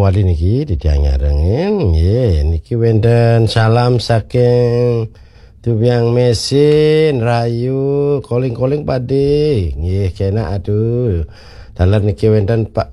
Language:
Balinese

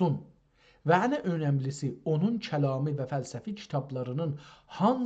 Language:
South Azerbaijani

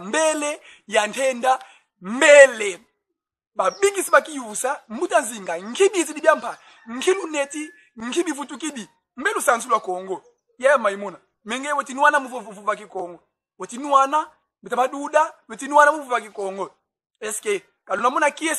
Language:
Kongo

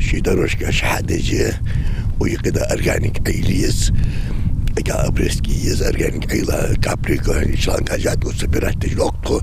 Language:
Ingush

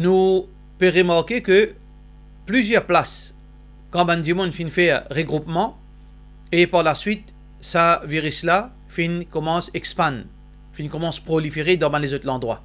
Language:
Morisyen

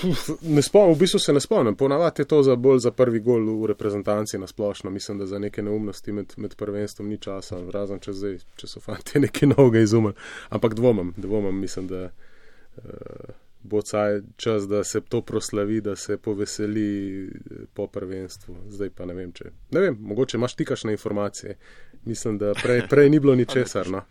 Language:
Slovenian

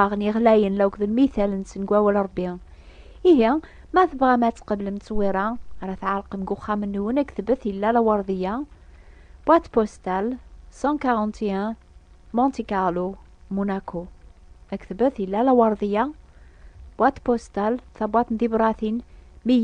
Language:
Kabyle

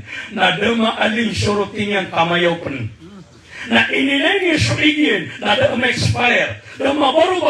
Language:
Maranao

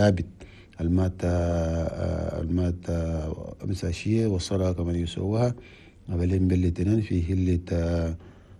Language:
Chadian Arabic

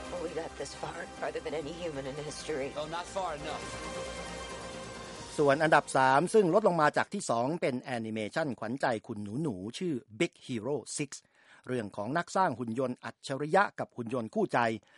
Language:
Thai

